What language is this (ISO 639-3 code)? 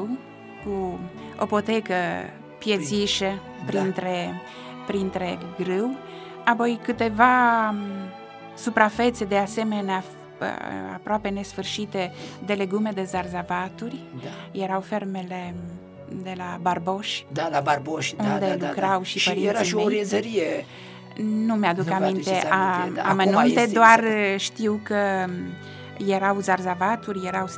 ron